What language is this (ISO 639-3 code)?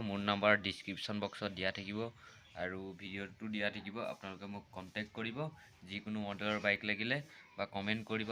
asm